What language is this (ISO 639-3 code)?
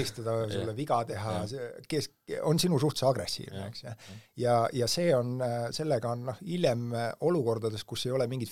est